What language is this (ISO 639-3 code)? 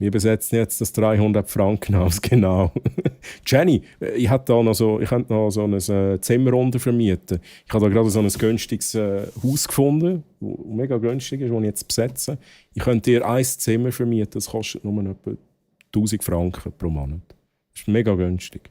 gsw